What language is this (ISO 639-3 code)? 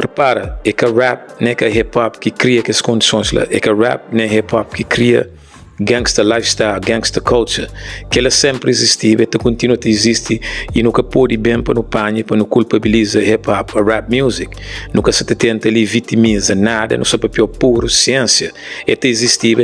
kea